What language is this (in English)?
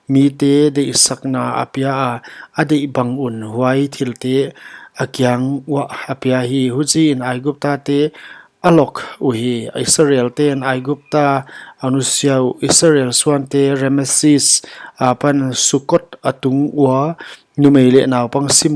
Paite Chin